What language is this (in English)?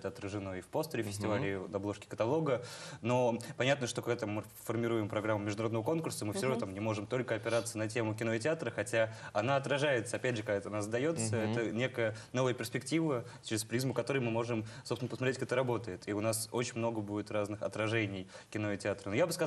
Russian